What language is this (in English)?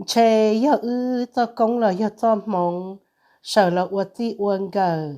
Hmong